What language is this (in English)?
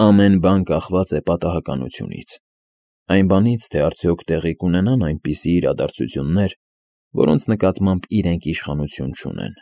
Armenian